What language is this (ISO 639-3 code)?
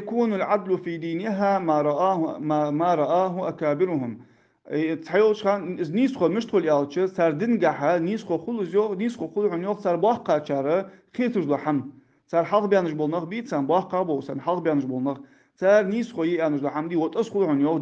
inh